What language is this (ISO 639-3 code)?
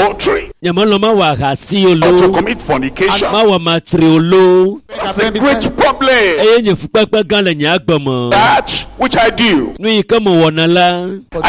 ewe